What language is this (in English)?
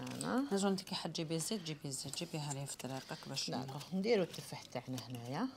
Algerian Arabic